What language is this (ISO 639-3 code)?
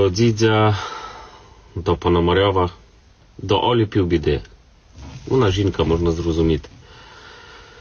ukr